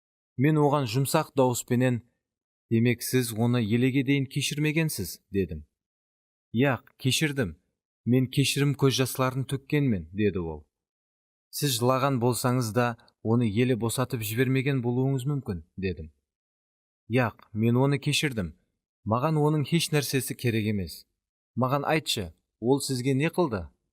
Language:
Kara-Kalpak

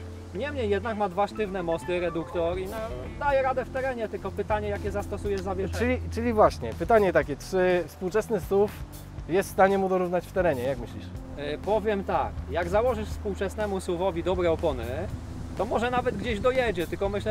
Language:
Polish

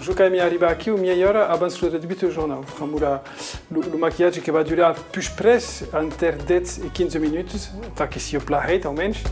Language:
Occitan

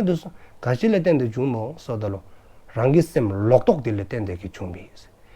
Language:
Dzongkha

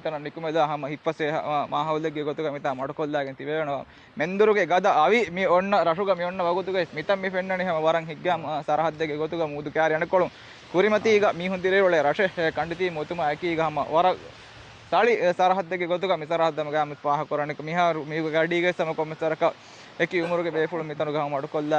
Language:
Divehi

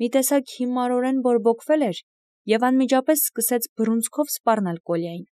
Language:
Armenian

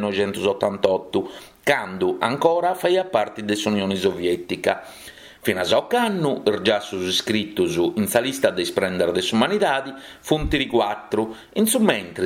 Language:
Sardinian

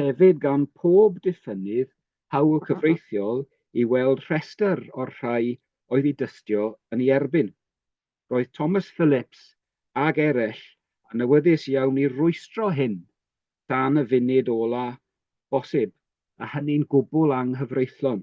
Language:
Welsh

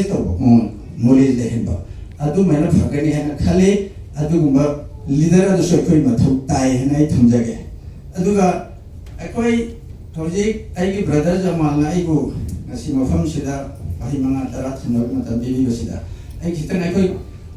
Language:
Manipuri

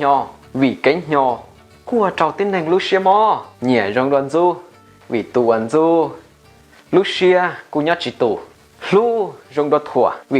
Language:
Hmong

